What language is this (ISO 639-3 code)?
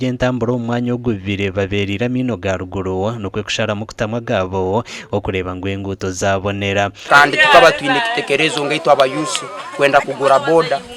nyn